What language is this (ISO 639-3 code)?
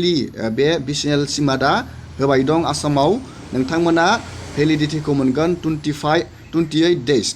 brx